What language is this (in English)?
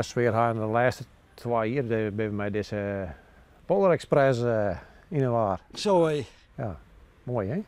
Western Frisian